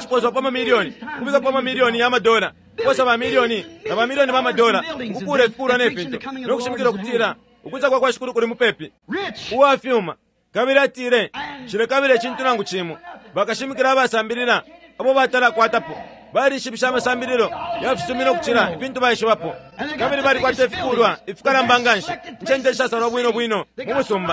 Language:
Bemba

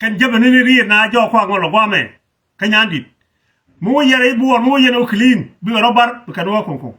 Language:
Nuer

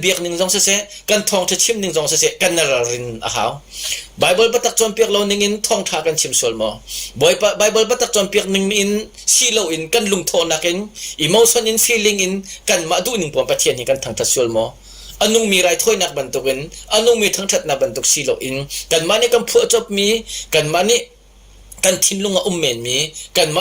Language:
Hakha Chin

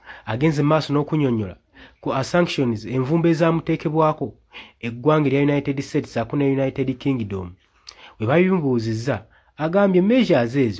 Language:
Ganda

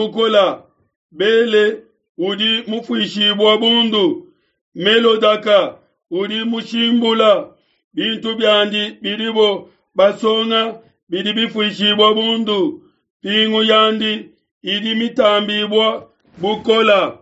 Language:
Luba-Lulua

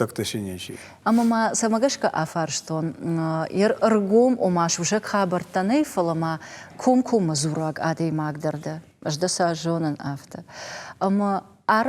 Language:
Ossetic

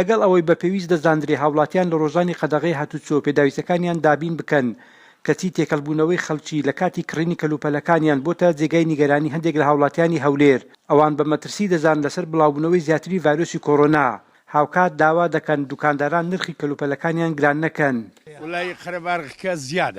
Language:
Central Kurdish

